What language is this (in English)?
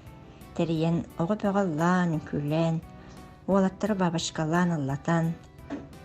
Yakut